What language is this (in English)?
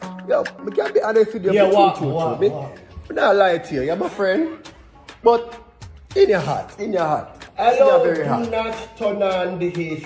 Jamaican Creole English